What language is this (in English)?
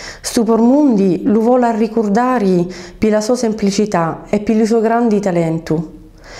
Sicilian